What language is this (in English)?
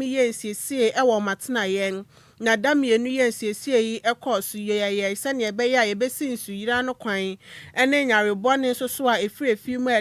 Akan